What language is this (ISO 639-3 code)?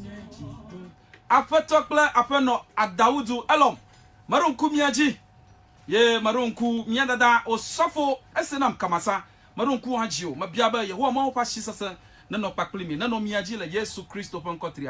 ewe